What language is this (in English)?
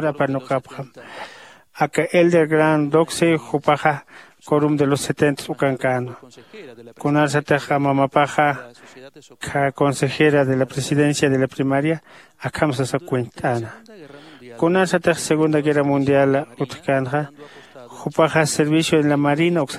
Aymara